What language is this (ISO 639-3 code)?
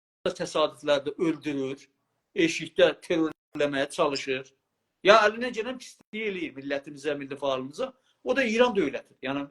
azb